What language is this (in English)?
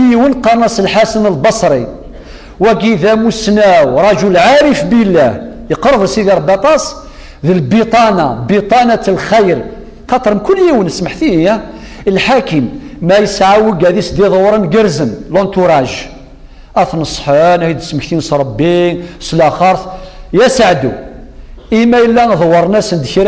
Kabyle